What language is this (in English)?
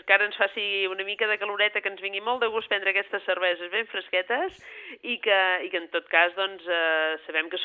Catalan